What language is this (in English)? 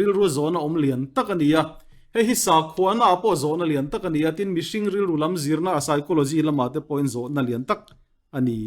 Mizo